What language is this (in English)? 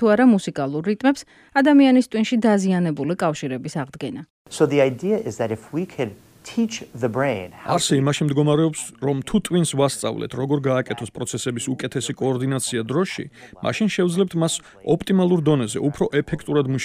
Georgian